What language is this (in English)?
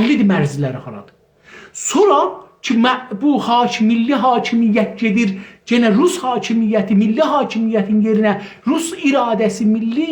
South Azerbaijani